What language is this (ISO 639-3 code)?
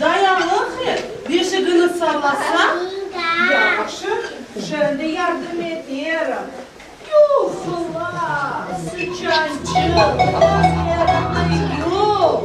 crh